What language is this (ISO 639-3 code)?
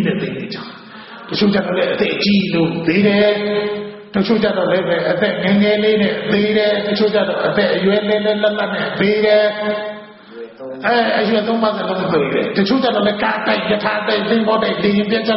mya